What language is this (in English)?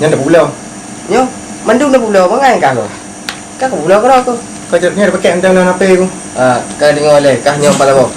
Achinese